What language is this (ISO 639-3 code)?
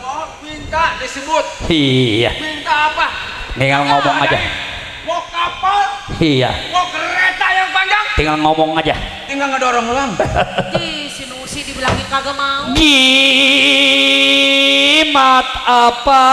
bew